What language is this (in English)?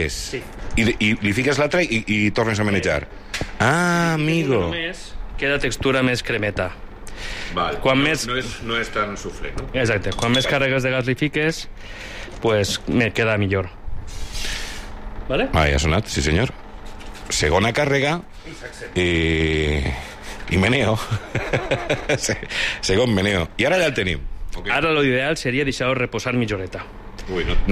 Catalan